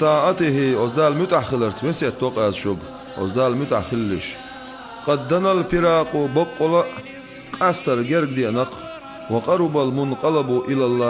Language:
Chechen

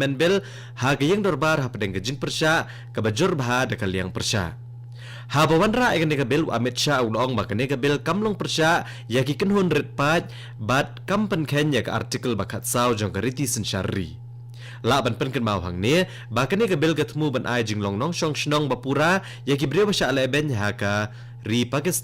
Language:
Khasi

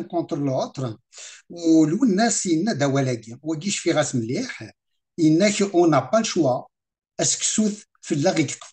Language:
Kabyle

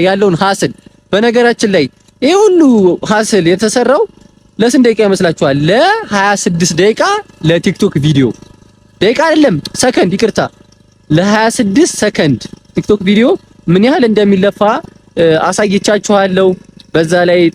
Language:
Amharic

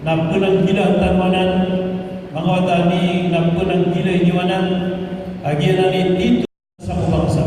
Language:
Maranao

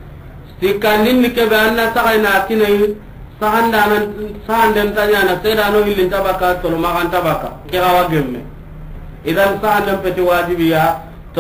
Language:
Soninke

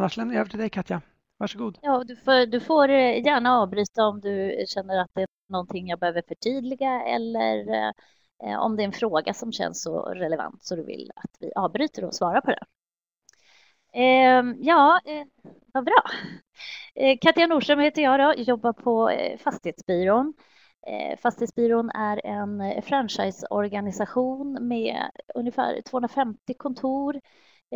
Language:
Swedish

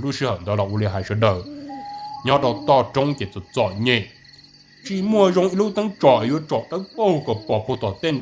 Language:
Hmong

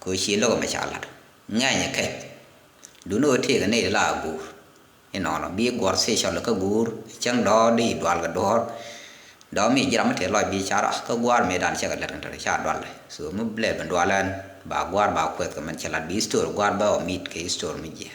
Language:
Nuer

